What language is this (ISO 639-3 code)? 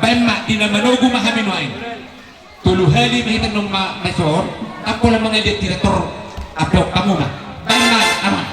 bbc